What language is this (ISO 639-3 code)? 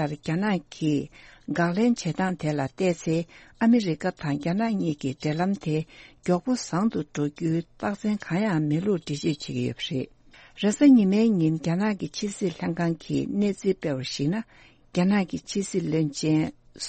bod